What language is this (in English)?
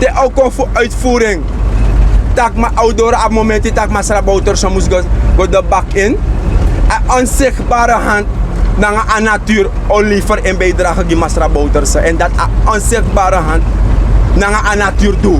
Sranan Tongo